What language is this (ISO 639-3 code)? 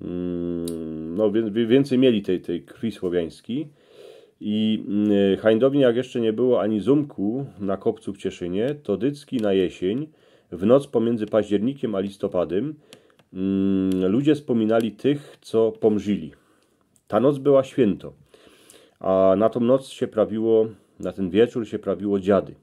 szl